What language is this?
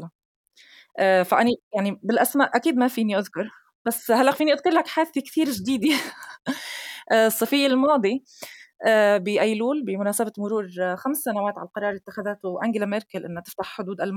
North Levantine Arabic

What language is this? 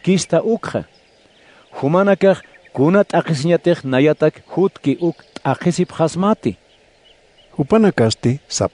Aymara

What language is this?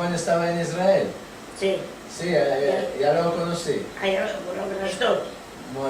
Ladino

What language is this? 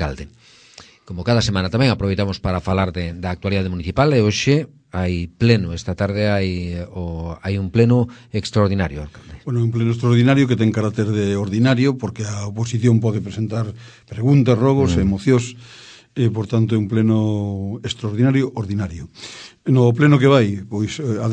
Galician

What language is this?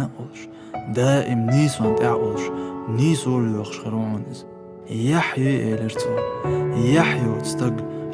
Chechen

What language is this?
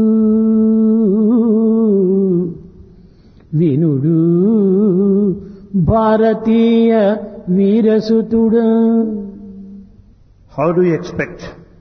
Telugu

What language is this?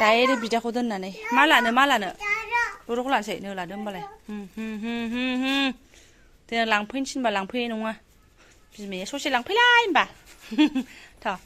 Bodo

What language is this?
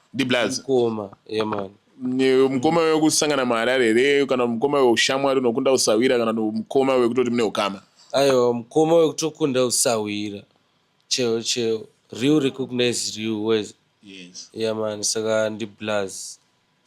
Shona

